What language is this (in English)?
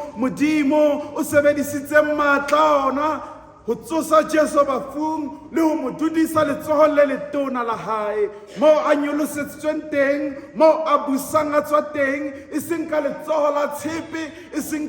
Southern Sotho